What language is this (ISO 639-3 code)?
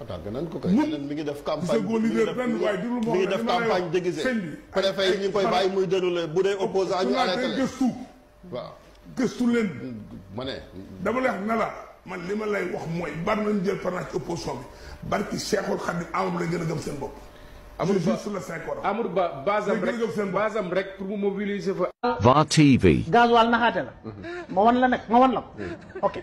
wol